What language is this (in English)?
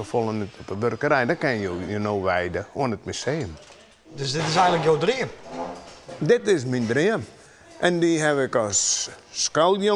Western Frisian